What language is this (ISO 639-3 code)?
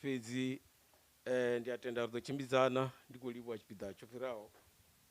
ven